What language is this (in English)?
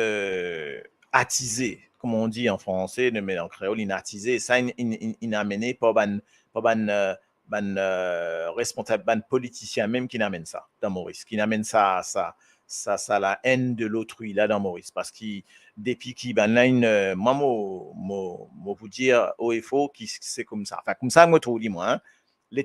Morisyen